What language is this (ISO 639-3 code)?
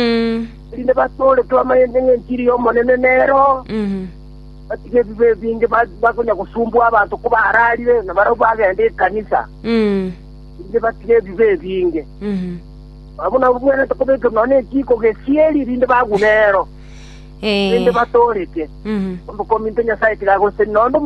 guz